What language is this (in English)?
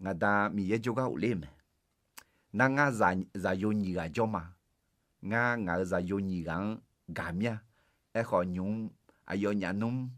Akha